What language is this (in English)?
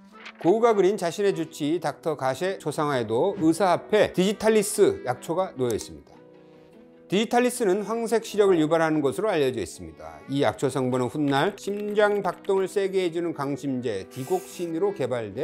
Korean